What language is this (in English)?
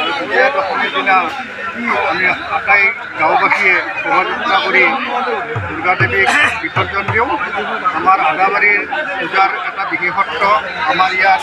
Assamese